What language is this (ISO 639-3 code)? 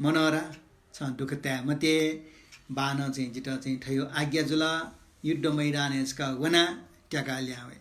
new